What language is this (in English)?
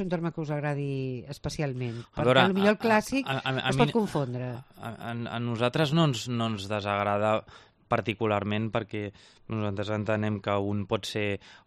Catalan